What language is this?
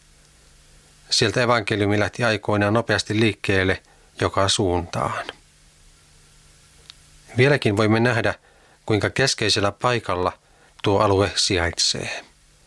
Finnish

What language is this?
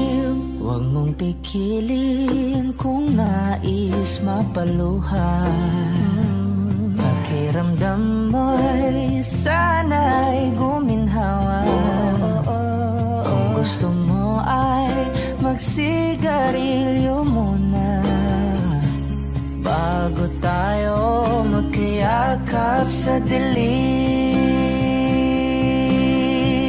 Filipino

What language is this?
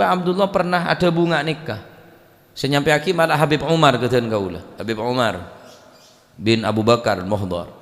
Madurese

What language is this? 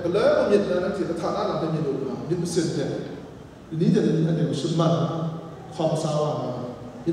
Kachin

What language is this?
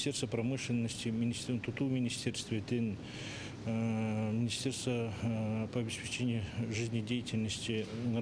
Yakut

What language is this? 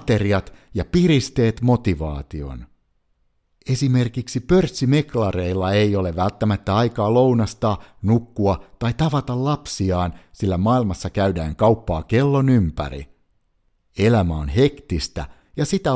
Finnish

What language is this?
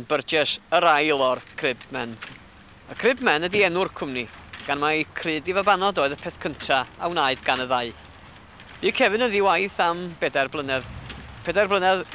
Welsh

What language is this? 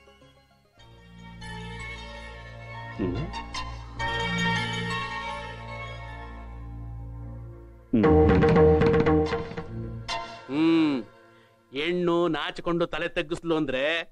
Kannada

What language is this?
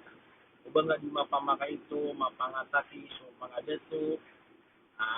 Maranao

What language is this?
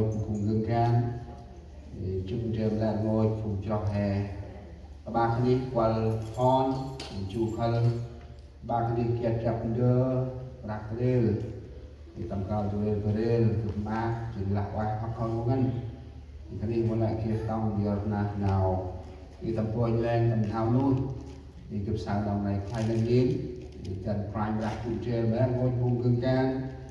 Central Mnong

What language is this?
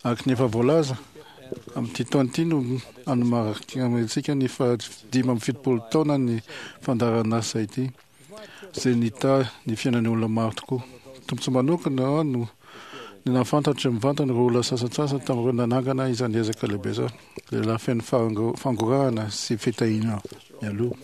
Malagasy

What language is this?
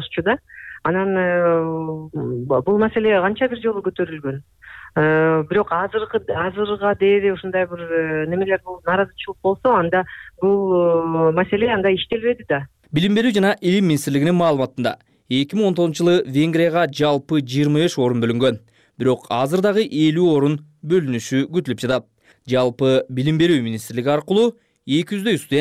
Kyrgyz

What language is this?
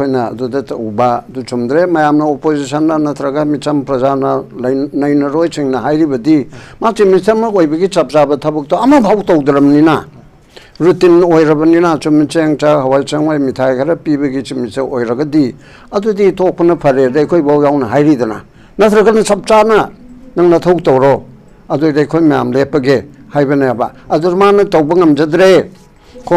Manipuri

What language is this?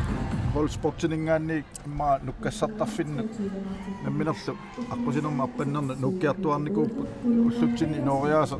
Kalaallisut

